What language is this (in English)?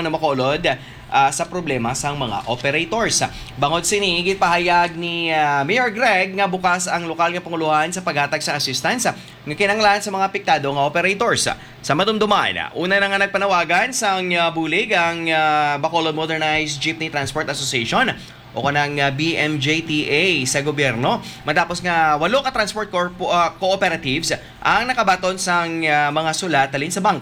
Hiligaynon